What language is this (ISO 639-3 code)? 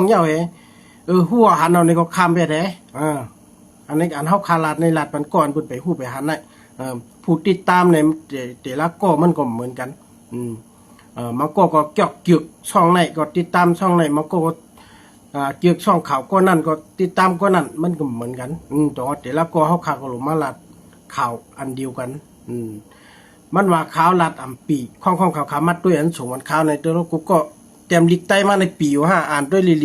shn